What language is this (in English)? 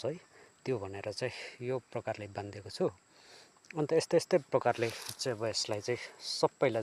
Nepali